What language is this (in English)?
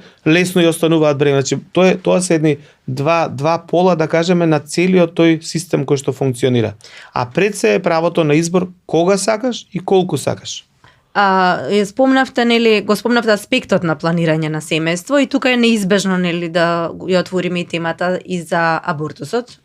Macedonian